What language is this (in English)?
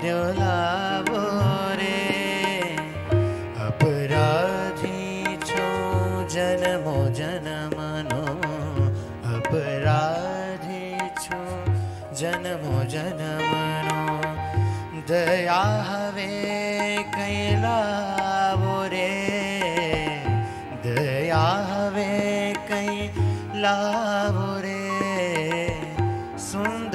Gujarati